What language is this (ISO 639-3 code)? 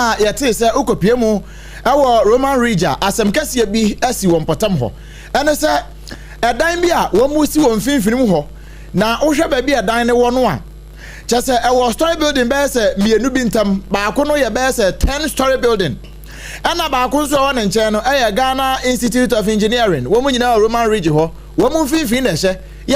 aka